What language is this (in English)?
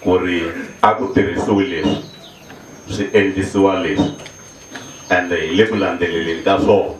Tsonga